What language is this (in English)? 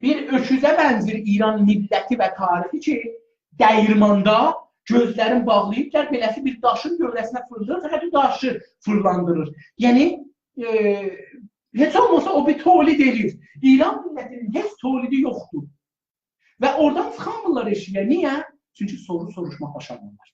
South Azerbaijani